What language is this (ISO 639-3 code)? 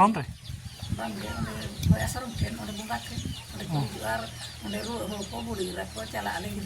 sat